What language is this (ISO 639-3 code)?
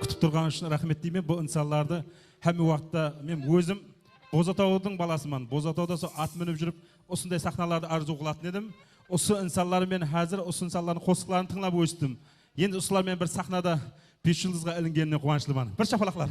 kaa